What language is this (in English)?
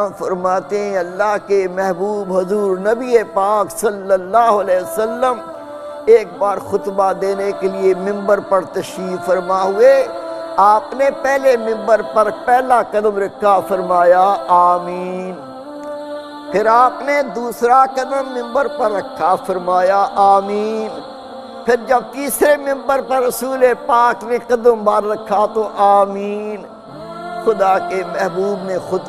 Urdu